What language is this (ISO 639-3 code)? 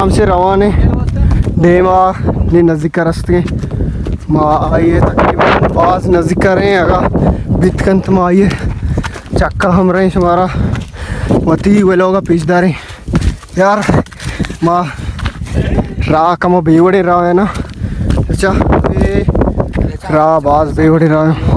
bal